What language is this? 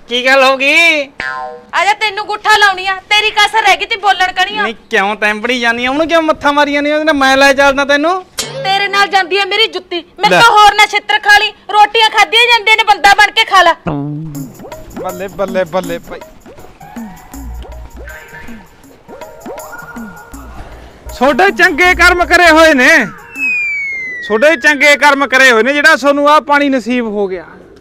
Punjabi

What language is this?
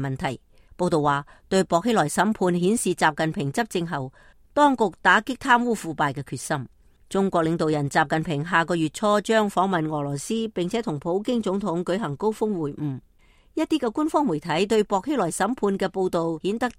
Cantonese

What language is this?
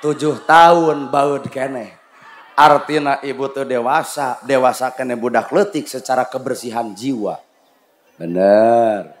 Sundanese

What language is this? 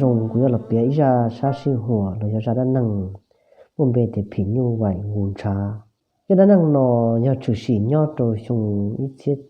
Hmong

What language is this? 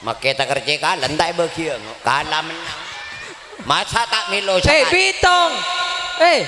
Madurese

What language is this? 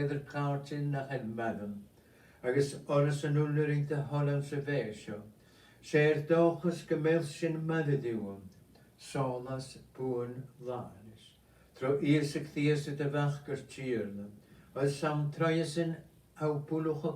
Scottish Gaelic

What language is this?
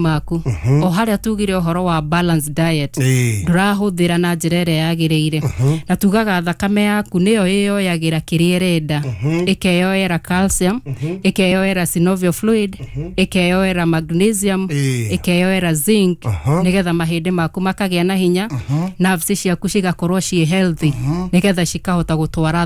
Kikuyu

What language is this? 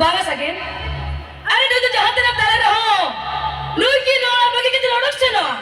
Santali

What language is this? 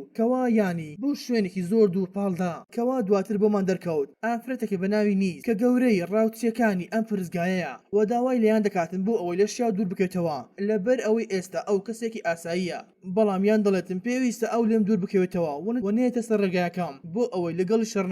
Central Kurdish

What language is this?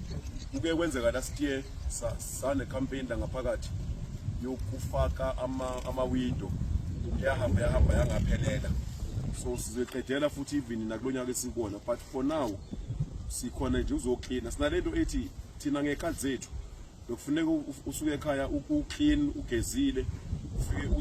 Zulu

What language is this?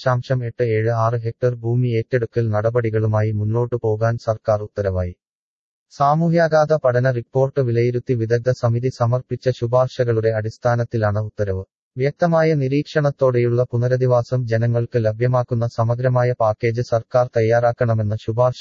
Malayalam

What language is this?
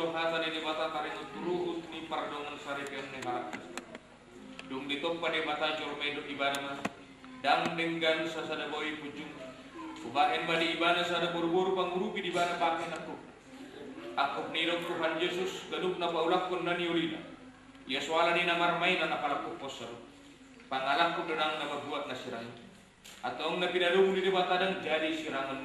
Batak Toba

